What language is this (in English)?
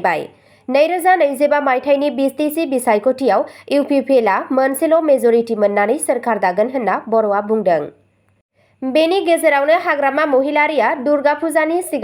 Bodo